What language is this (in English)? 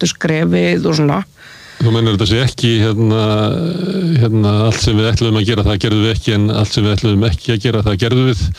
Icelandic